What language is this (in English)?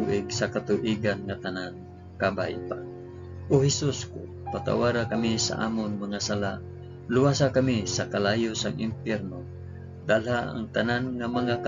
Hiligaynon